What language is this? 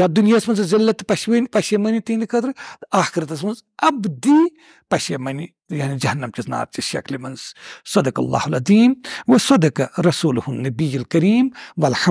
Kashmiri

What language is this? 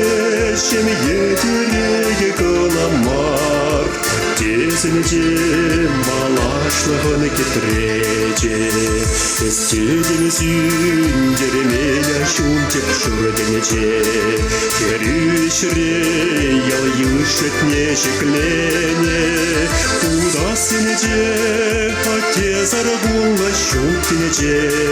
Chuvash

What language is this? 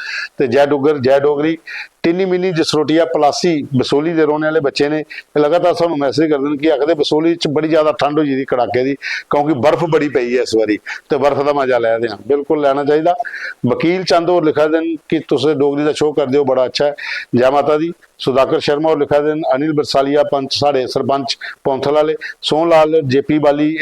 Dogri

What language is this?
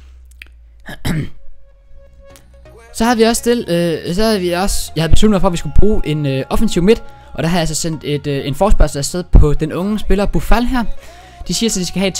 Danish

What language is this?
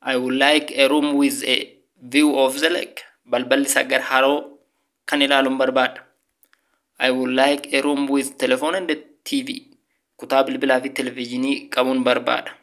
Oromo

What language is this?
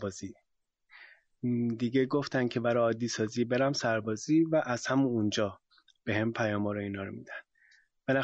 Persian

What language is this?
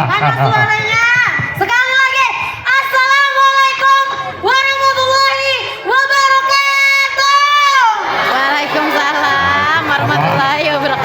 Banjar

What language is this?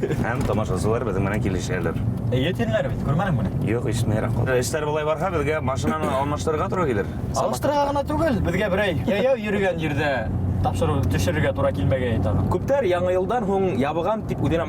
Bashkir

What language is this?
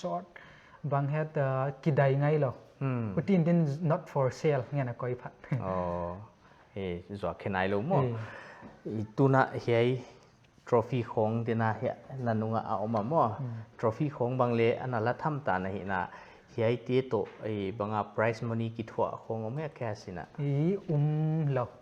Paite Chin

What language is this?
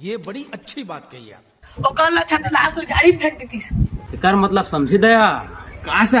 Chhattisgarhi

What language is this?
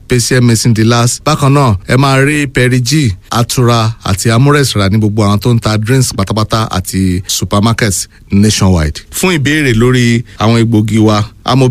Yoruba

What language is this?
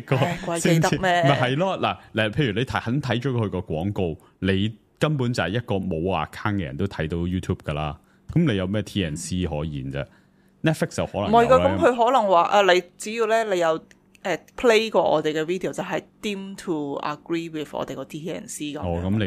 Cantonese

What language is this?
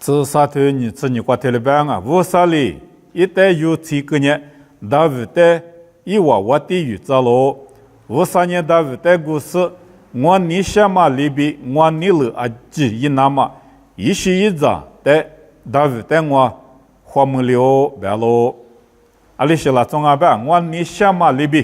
Lisu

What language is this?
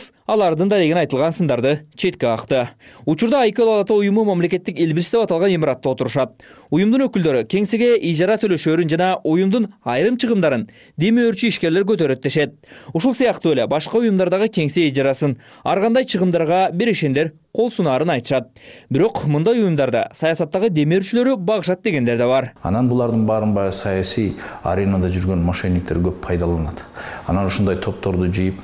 Kyrgyz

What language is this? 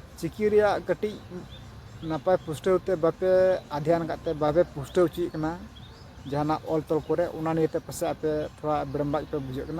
Santali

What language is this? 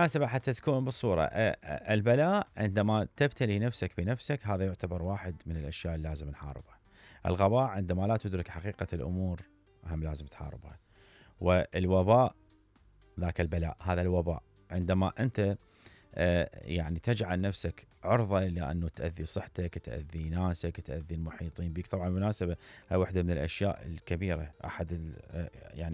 Mesopotamian Arabic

